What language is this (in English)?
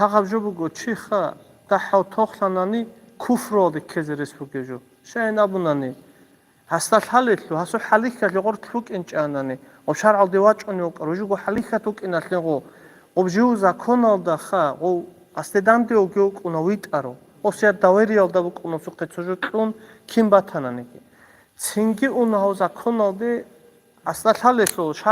Avaric